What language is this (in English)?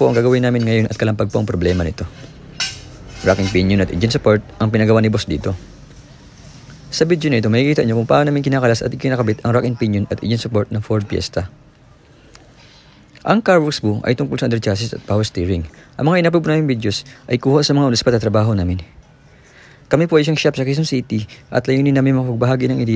Filipino